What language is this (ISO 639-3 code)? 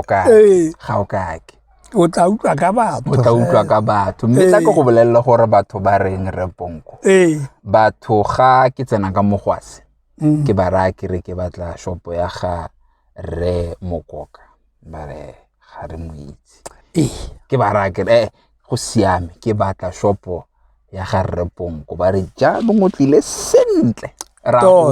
tsn